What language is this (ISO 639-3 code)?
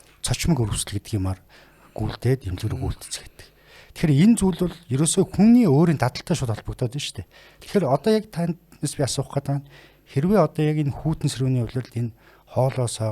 mon